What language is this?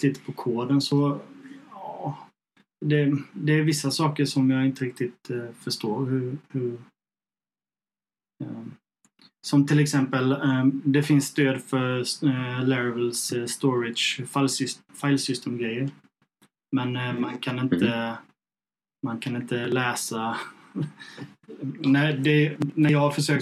Swedish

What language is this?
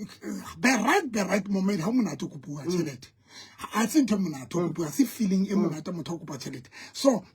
Southern Sotho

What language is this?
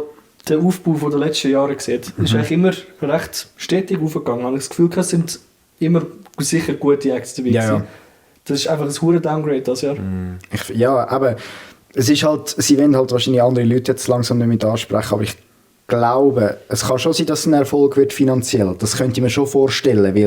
Swiss German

